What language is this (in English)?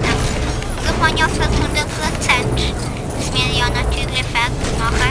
Swiss German